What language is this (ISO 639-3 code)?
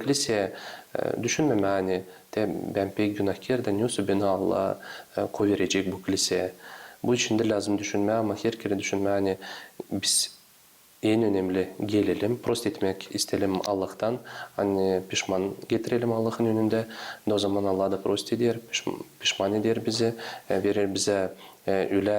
gag